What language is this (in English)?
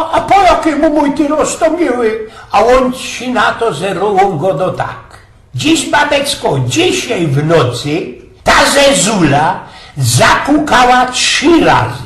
Silesian